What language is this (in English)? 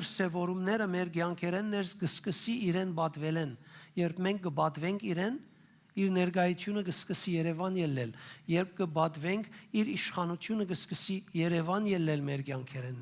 Western Armenian